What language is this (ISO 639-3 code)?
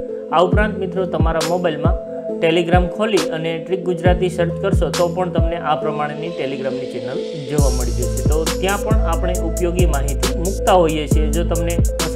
guj